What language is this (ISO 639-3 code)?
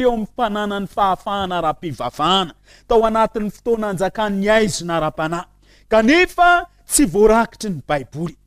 mlg